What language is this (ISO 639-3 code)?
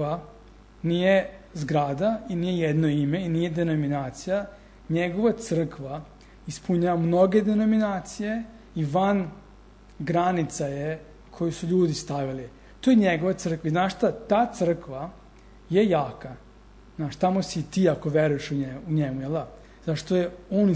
srp